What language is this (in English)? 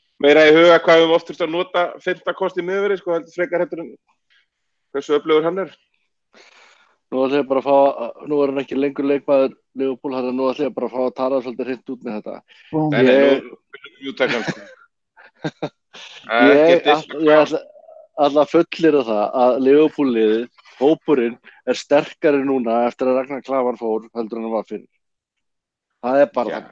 Icelandic